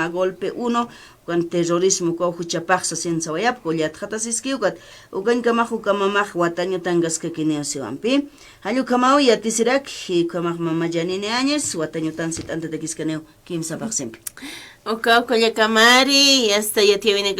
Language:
Aymara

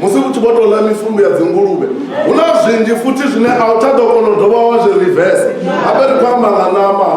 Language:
Venda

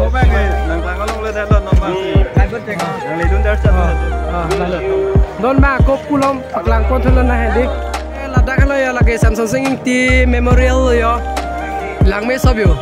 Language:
Karbi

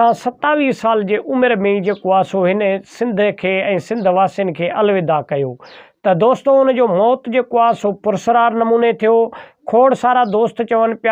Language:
Sindhi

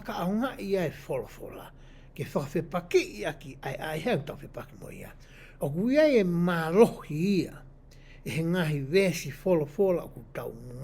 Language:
Tongan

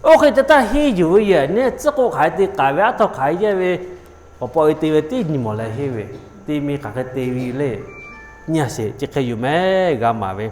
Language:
Lahu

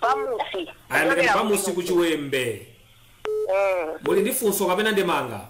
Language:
Nyanja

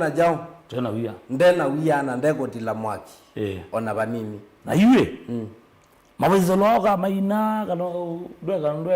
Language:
Kamba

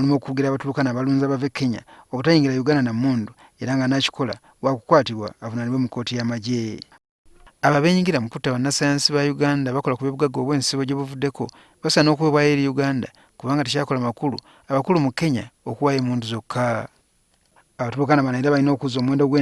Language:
Ganda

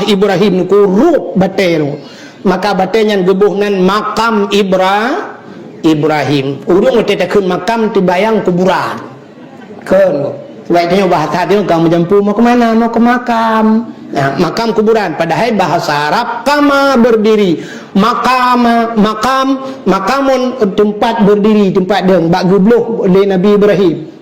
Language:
Achinese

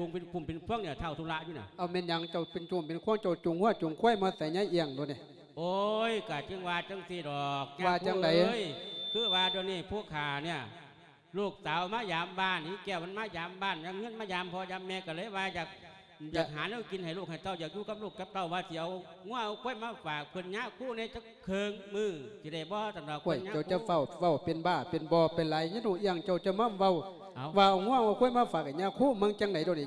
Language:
Lao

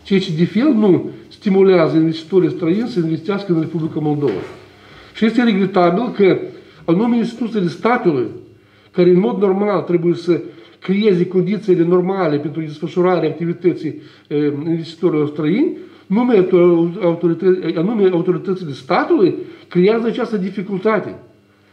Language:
Romanian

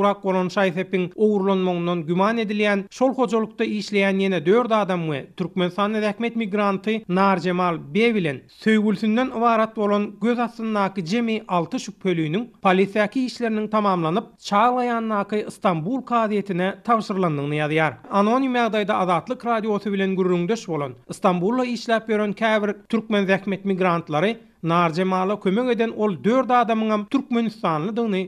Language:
Turkmen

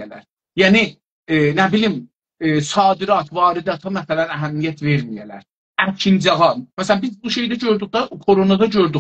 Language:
South Azerbaijani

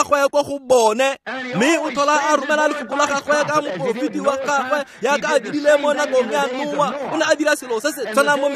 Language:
Tswana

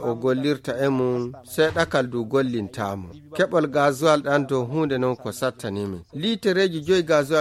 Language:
Fula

